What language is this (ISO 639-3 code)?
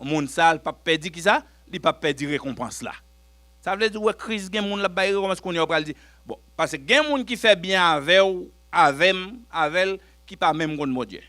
hat